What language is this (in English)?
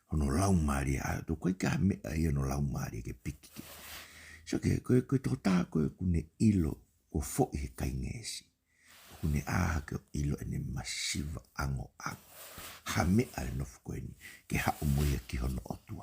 Tongan